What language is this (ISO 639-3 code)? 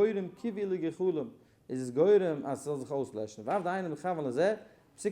yid